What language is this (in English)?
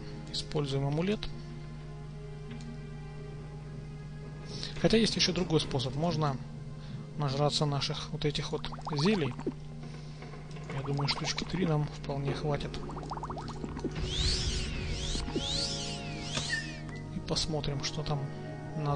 Russian